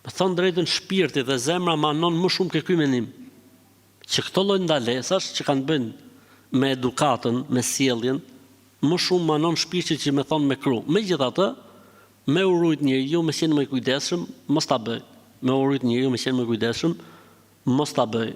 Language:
Albanian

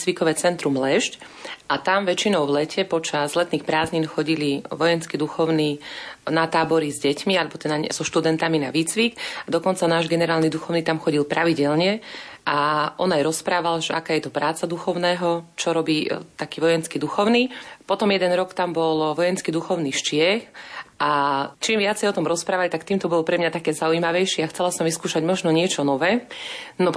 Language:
Slovak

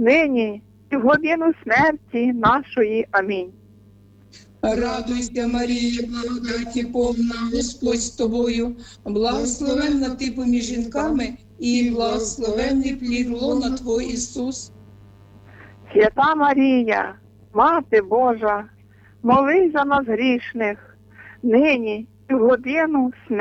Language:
Ukrainian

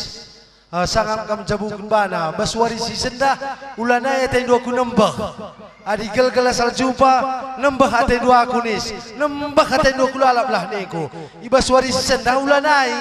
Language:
Batak Karo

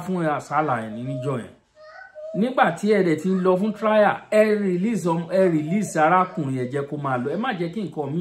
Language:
Yoruba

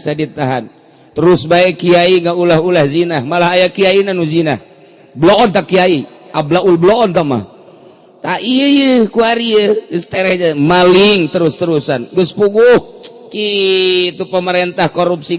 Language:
Sundanese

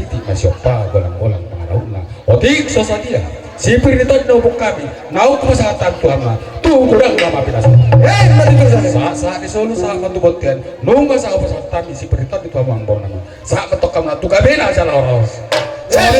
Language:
Batak Toba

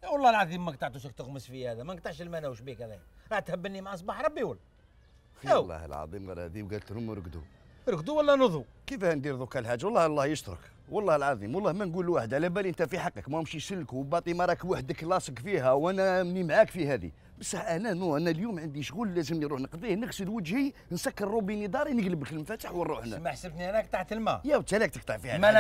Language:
Algerian Arabic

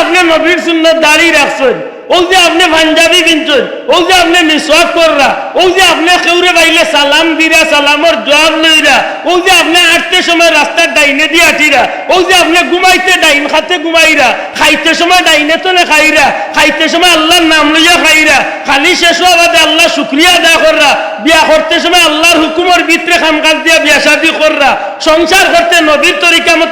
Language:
Sylheti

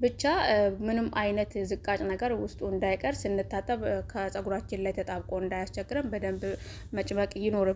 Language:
Amharic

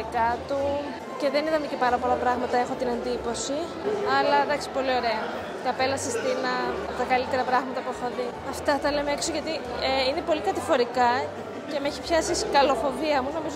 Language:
Greek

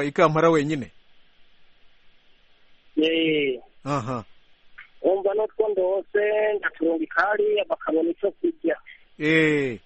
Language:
Kinyarwanda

